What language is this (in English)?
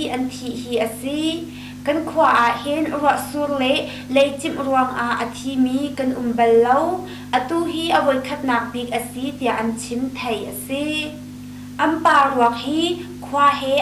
Hakha Chin